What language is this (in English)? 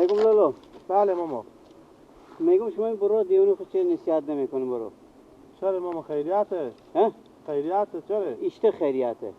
Persian